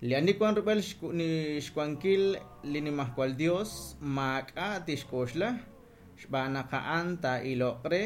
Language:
Kekchí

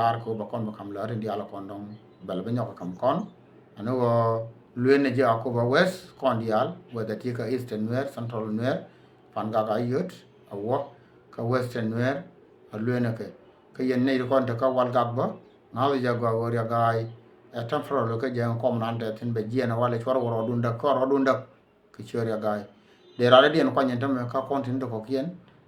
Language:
Nuer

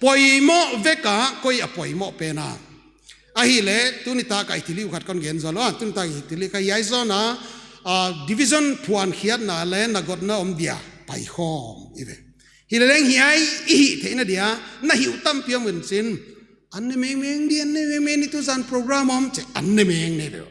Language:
Paite Chin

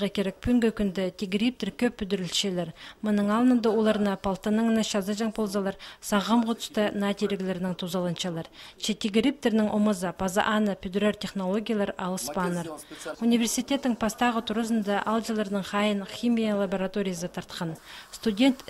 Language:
Khakas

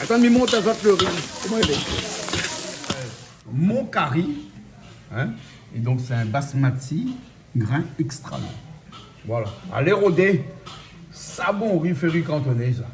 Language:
Réunion Creole French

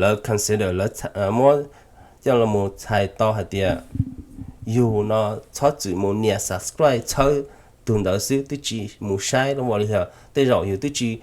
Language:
Hmong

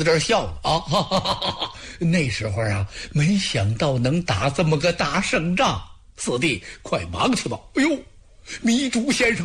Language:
Chinese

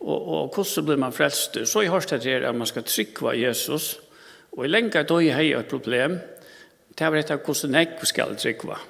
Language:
Faroese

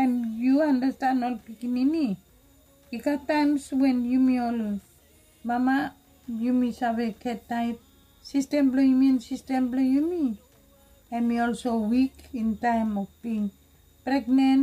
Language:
Bislama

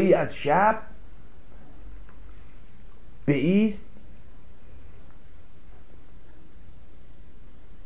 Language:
Persian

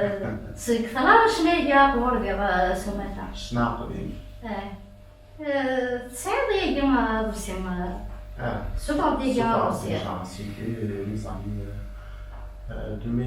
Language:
Kabyle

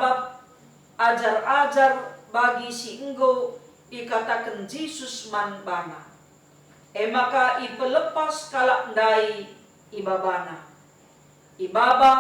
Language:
Batak Karo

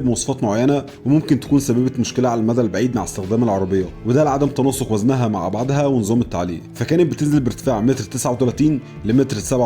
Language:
Egyptian Arabic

